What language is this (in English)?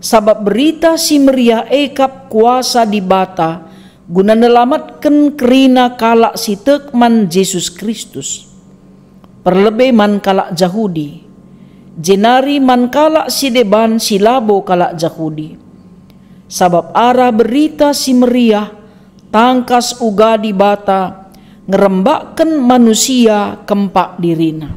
Batak Karo